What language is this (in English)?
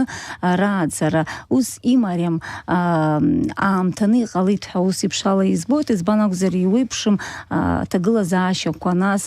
Abkhazian